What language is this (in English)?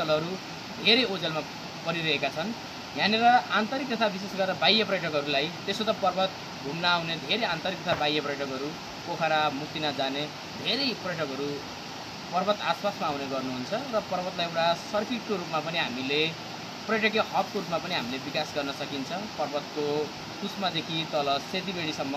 Nepali